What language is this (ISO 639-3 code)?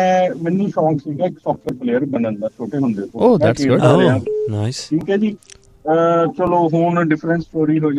pan